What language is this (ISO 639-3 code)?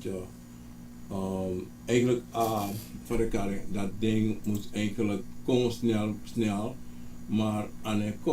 srn